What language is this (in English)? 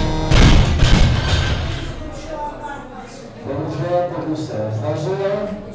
Czech